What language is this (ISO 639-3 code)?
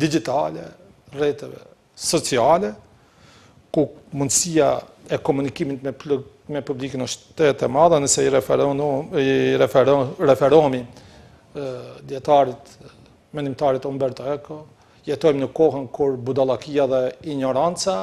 sqi